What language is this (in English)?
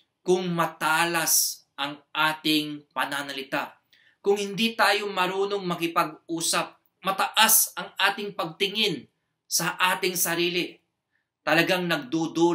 Filipino